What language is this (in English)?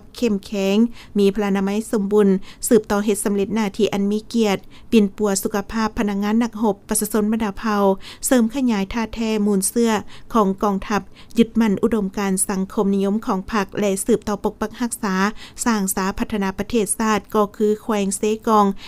Lao